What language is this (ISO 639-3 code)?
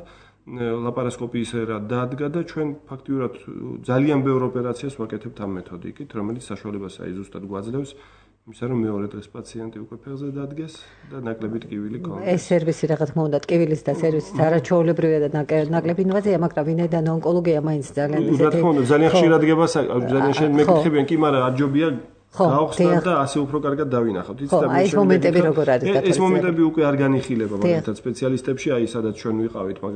kat